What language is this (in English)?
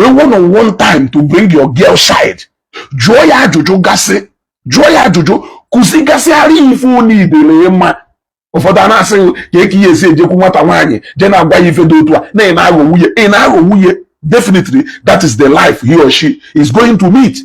Igbo